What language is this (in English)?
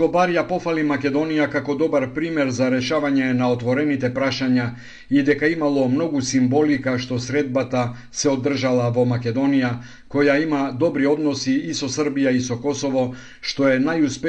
Macedonian